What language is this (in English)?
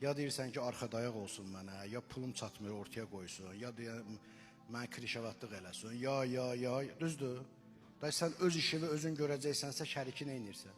Azerbaijani